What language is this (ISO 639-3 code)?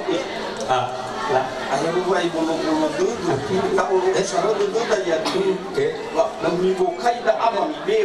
nia